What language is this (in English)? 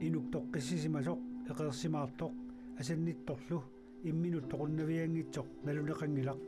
Kalaallisut